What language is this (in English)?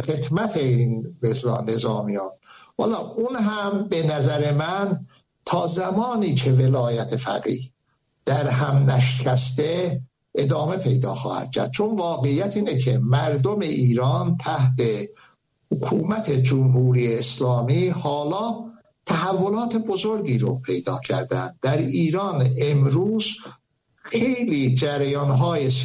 Persian